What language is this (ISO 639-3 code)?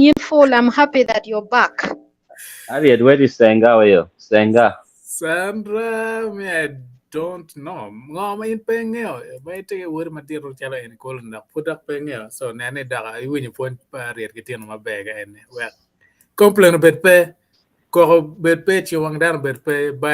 ach